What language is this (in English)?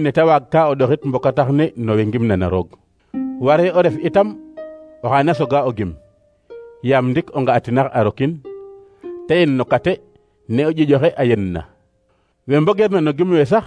Serer